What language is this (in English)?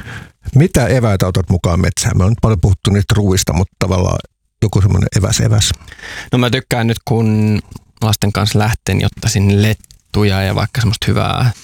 Finnish